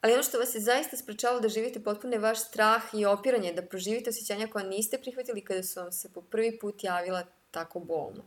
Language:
Serbian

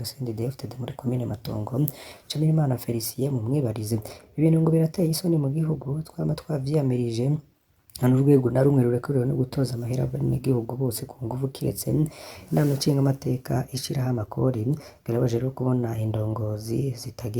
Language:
Rundi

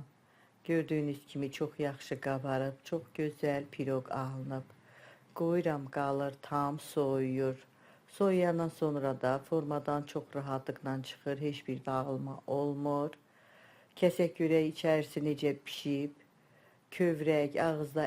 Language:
Azerbaijani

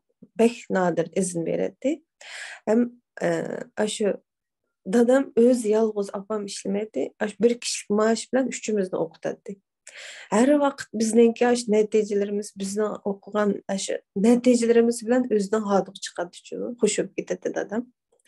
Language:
Uyghur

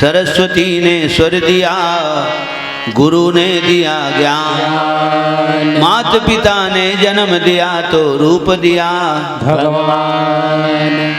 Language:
Chhattisgarhi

